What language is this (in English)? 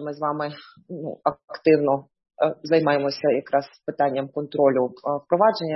Ukrainian